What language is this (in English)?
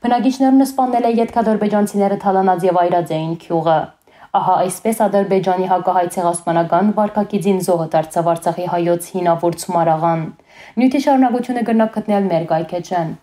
Western Armenian